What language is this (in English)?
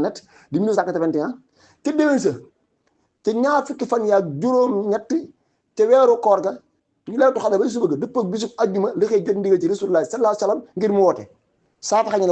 Wolof